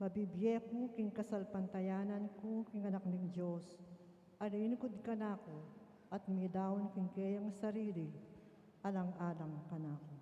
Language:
Pampanga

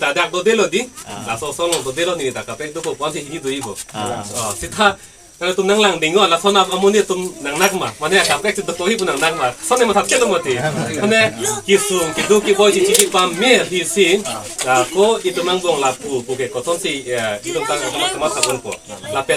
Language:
Karbi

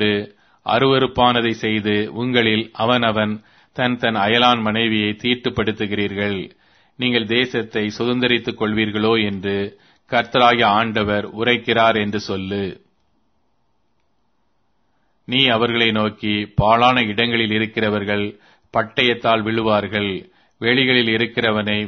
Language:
Tamil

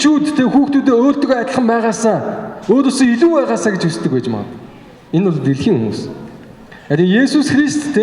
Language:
Mongolian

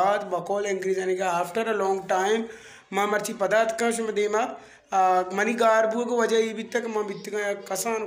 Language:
Baluchi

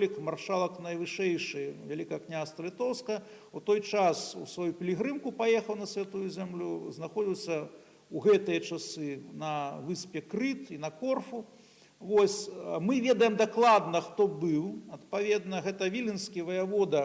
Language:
Belarusian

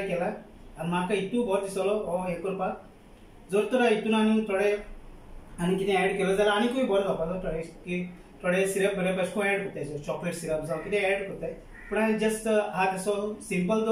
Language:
Konkani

